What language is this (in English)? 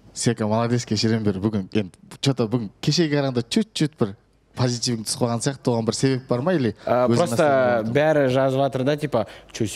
Kazakh